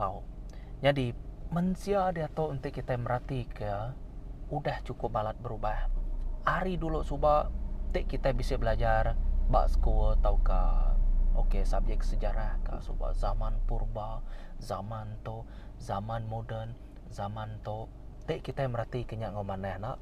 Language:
Iban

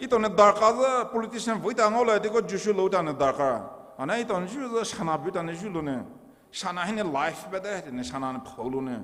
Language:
Poumei Naga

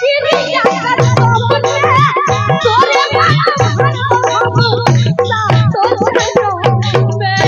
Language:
Maithili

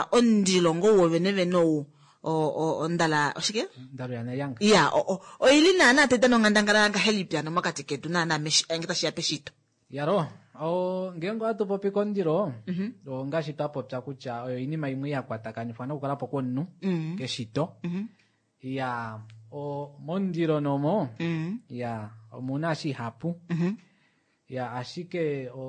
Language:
Kuanyama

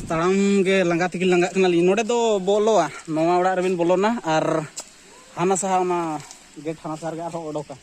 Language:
Santali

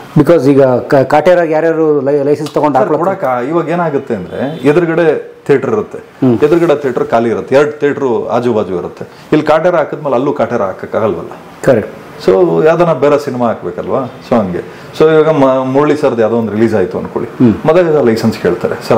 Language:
Kannada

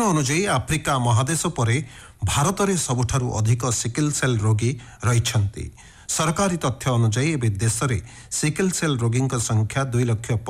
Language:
Odia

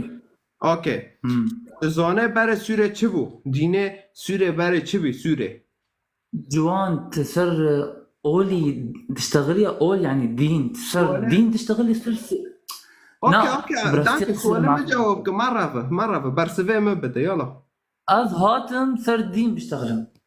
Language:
Kurdish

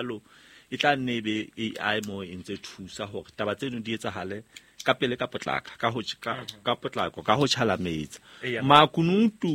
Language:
Southern Sotho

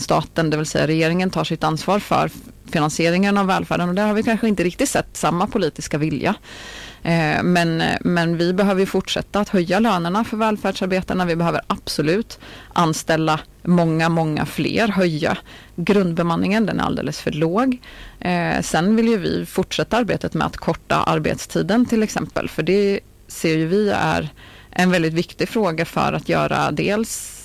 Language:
Swedish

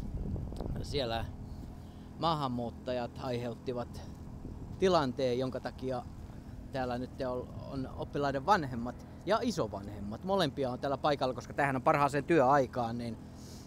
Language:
Finnish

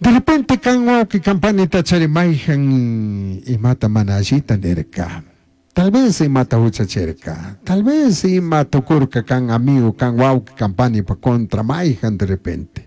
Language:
Chimborazo Highland Quichua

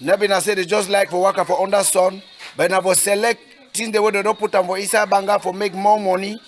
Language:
Cameroon Pidgin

